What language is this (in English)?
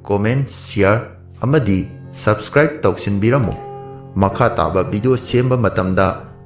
Manipuri